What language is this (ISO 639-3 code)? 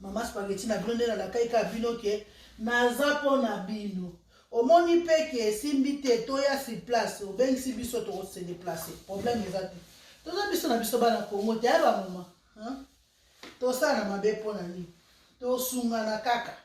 lin